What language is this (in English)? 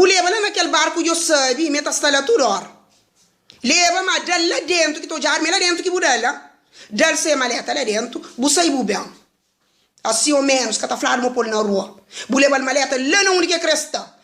Kabuverdianu